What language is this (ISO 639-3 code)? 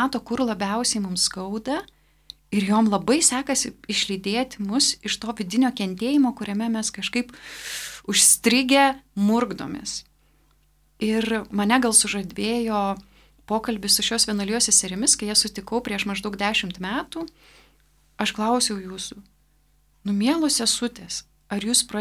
lit